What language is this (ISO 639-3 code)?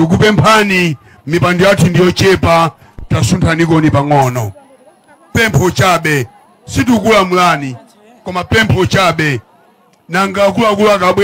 nya